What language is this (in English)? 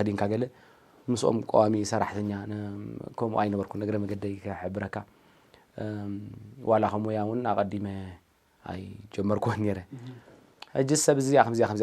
Tigrinya